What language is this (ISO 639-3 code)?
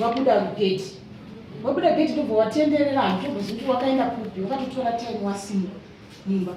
sna